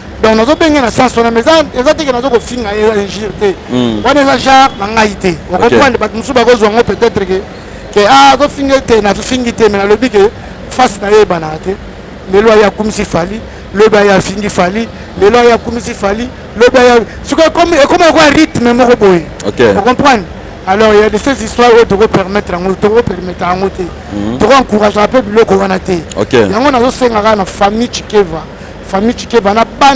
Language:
Lingala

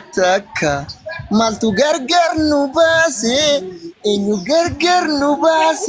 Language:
Oromo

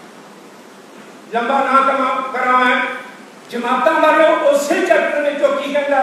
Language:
Punjabi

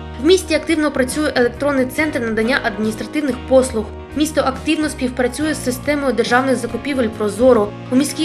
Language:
Ukrainian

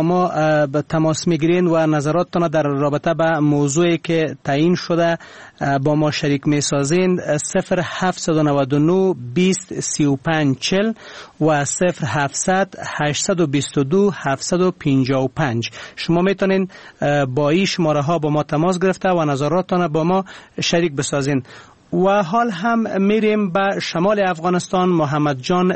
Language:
Persian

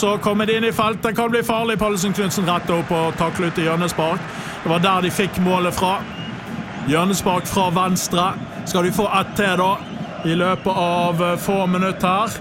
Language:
Norwegian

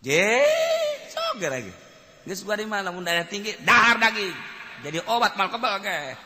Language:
Sundanese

